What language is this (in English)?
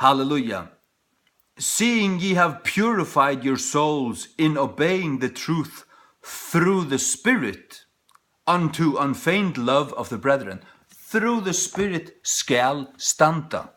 Faroese